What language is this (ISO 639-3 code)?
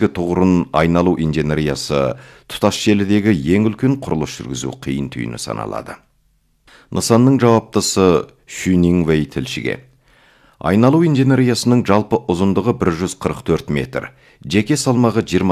kaz